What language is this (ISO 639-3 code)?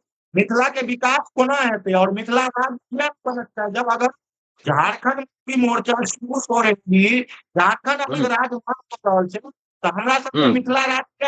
mai